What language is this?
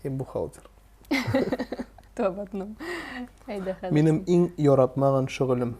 Tatar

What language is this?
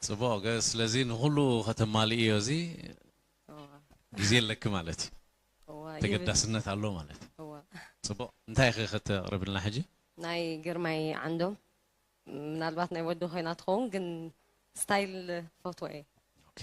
Tigrinya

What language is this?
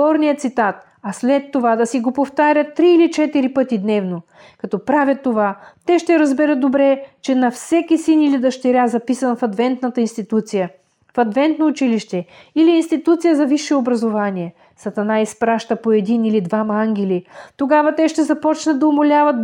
Bulgarian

